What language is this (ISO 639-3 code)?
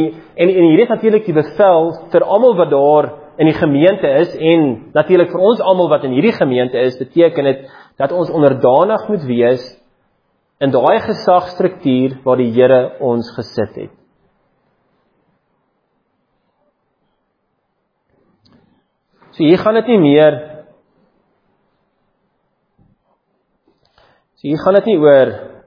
afr